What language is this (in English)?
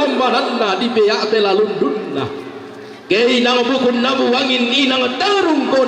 Toraja-Sa'dan